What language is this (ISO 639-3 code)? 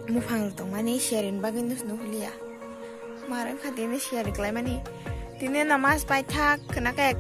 trp